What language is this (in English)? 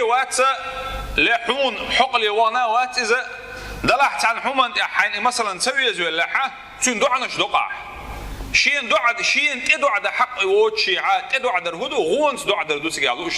Chechen